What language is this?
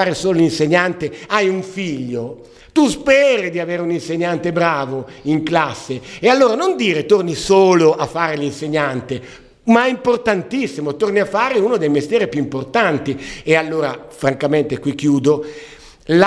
Italian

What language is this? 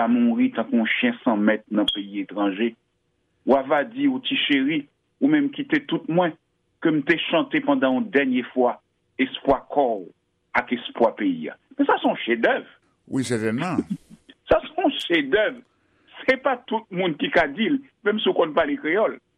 Haitian Creole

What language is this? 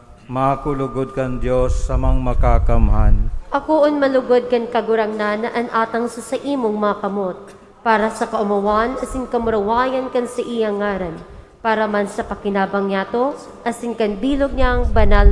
Bikol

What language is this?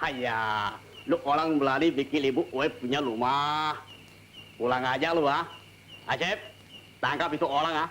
Betawi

